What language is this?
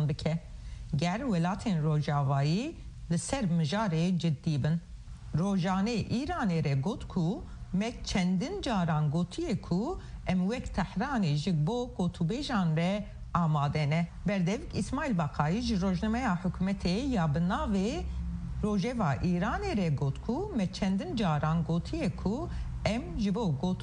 Kurdish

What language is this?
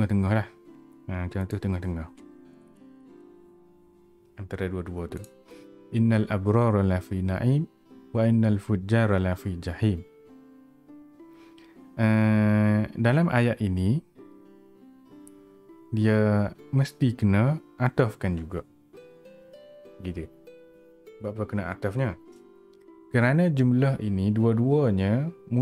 Malay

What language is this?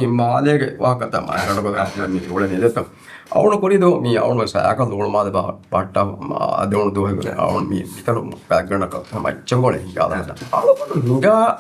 Divehi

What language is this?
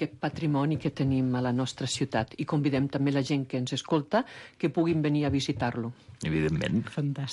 Catalan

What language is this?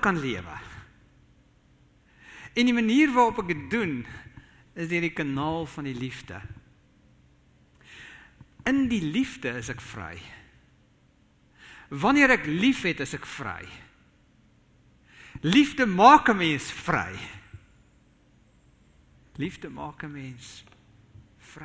Afrikaans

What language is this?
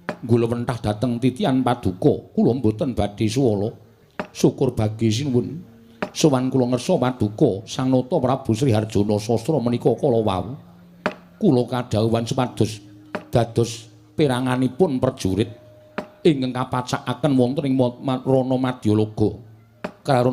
Javanese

